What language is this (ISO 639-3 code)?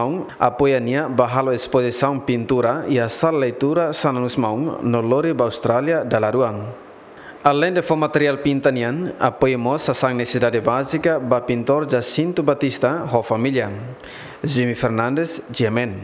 tet